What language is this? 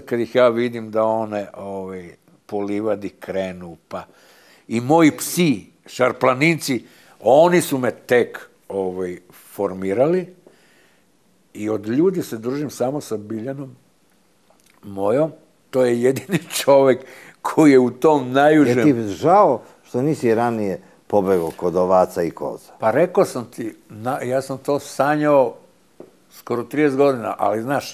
Serbian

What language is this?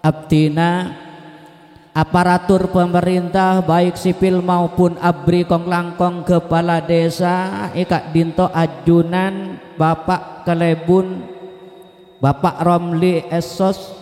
Madurese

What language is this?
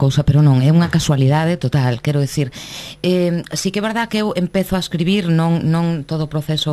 Galician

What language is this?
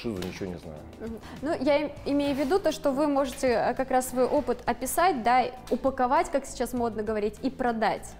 Russian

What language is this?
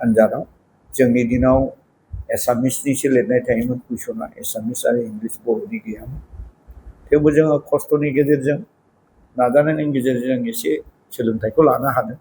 Bodo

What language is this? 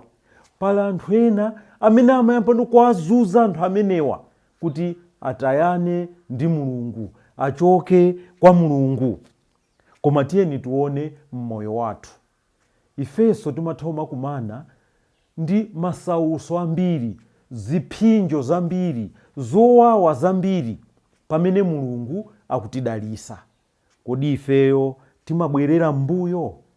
Nyanja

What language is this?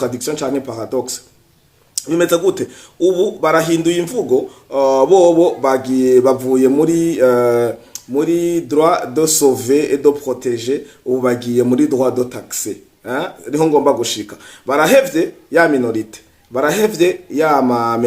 Rundi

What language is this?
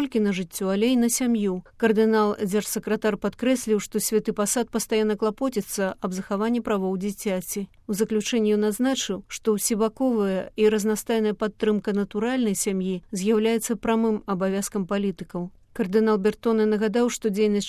Belarusian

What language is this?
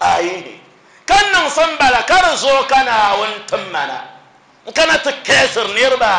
Dagbani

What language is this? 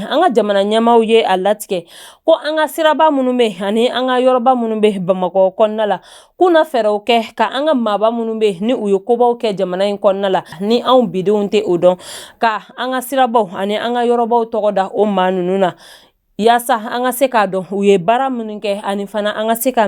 Bambara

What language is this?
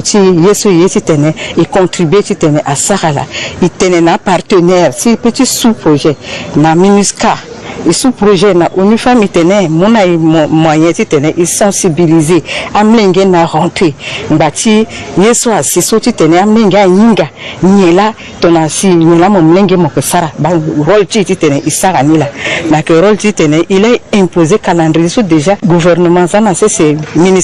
Sango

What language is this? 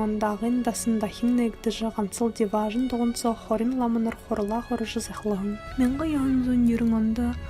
Buriat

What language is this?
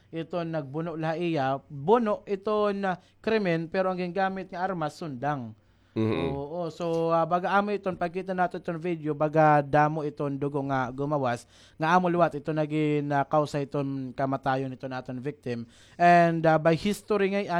Waray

